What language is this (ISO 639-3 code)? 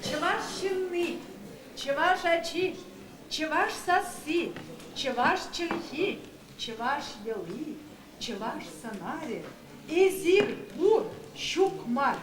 chv